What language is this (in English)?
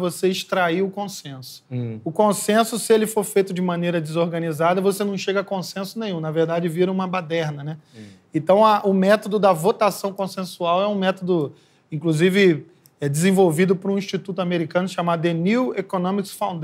Portuguese